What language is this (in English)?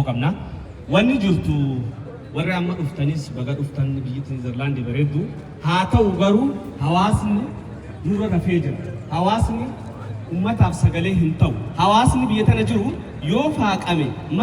Oromo